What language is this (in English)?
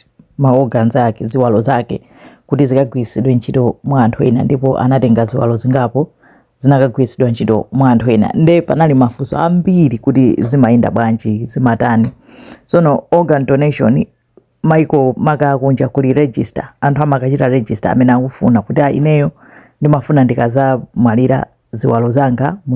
Nyanja